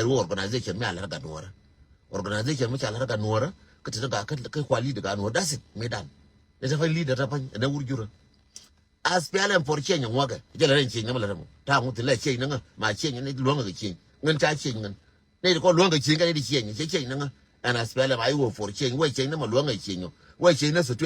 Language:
Nuer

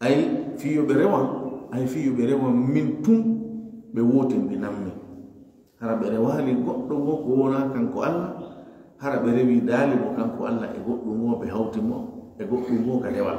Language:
Fula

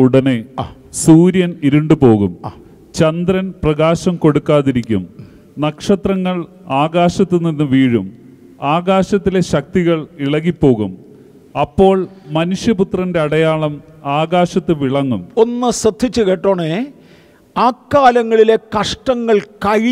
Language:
Malayalam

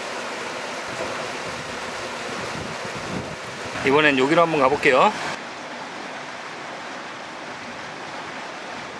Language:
Korean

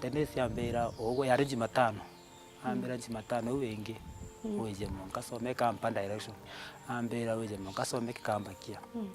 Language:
Meru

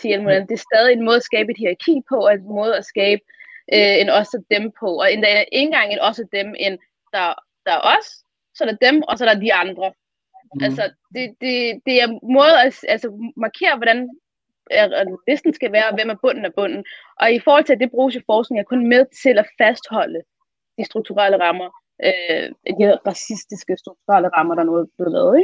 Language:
Danish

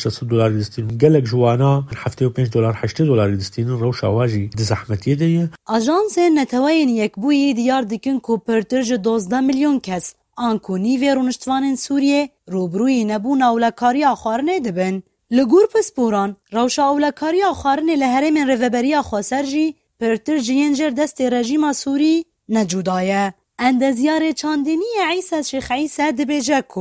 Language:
Kurdish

